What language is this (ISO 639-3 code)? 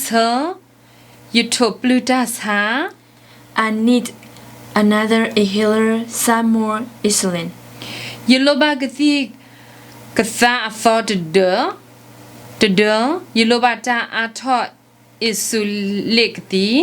ksw